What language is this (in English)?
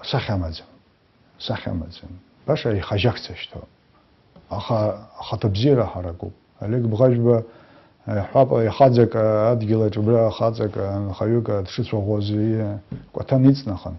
Abkhazian